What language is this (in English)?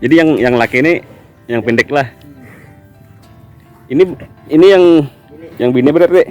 Banjar